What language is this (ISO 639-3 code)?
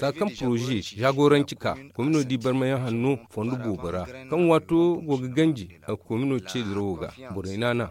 dje